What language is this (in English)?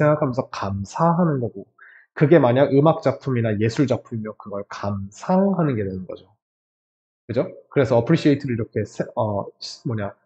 Korean